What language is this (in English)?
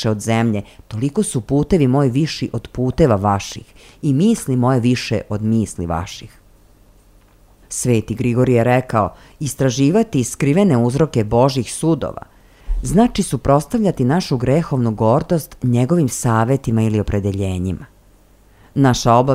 Serbian